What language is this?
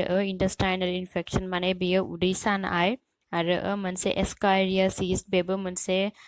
Bodo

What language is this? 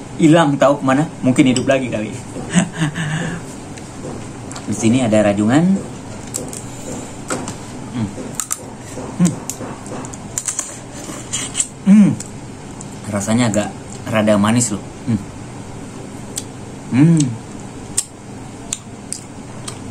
Indonesian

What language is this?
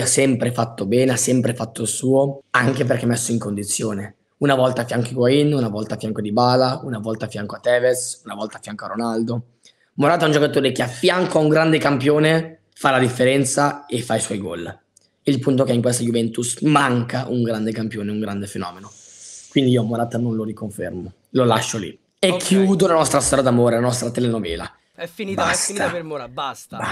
Italian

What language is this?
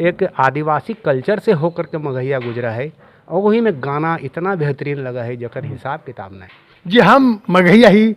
Magahi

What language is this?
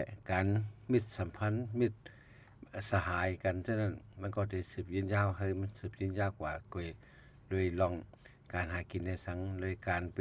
Shan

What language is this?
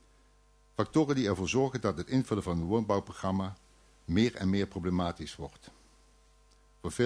Dutch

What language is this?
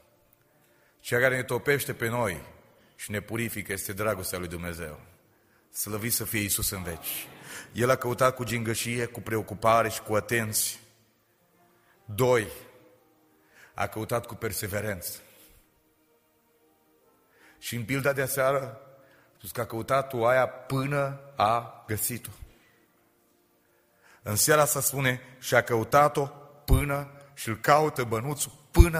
Romanian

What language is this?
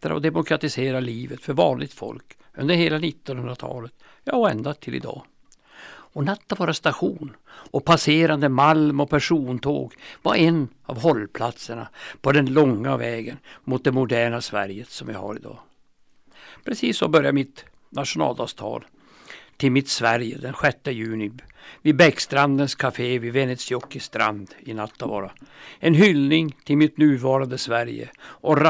Swedish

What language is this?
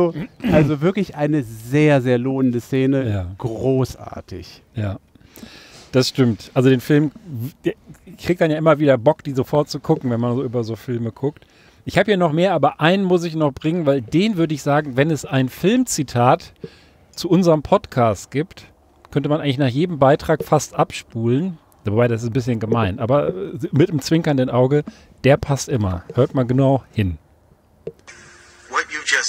German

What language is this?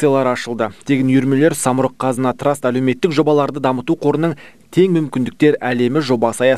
Kazakh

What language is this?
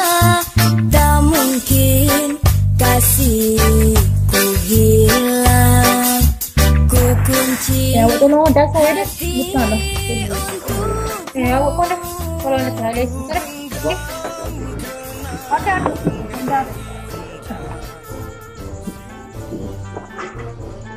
Malay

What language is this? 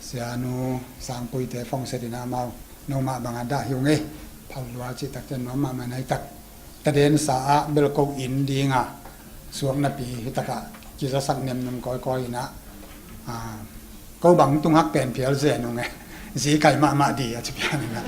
Tedim Chin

